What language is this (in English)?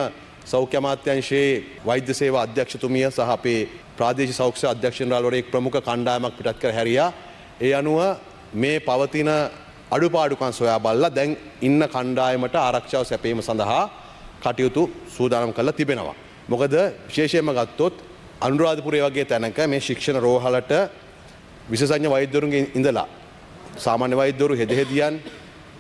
Sinhala